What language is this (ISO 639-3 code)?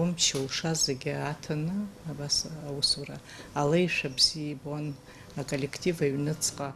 abk